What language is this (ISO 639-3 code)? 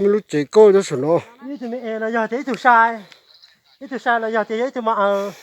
hmn